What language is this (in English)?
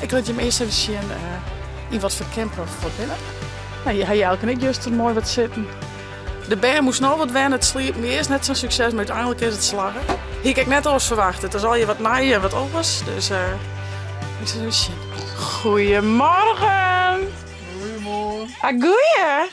Western Frisian